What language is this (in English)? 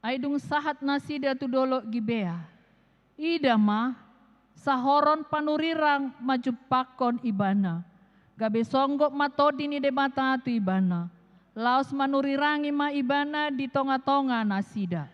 Batak Toba